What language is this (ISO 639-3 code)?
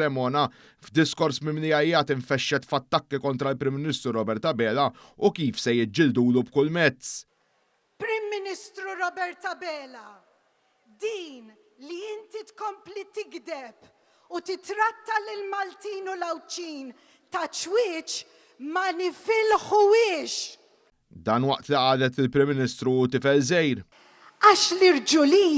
mlt